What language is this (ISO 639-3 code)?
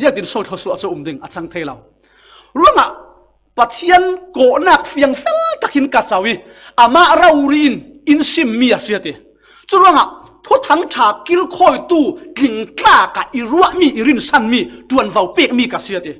cfm